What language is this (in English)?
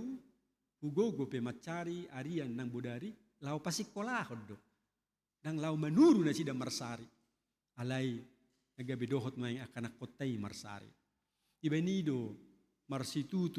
Batak Toba